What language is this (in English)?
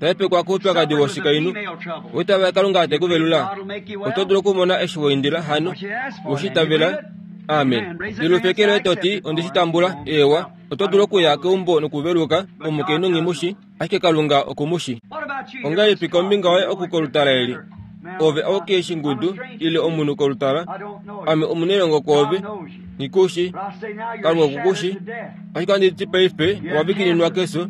Kuanyama